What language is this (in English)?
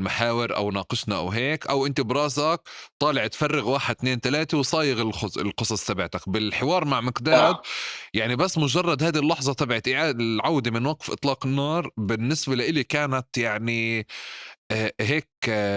North Levantine Arabic